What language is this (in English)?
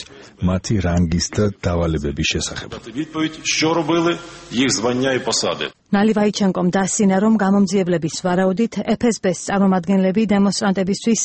Georgian